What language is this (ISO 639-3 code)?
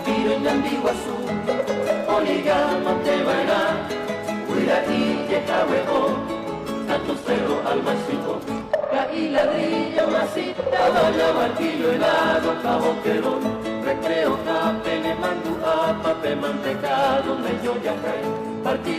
grn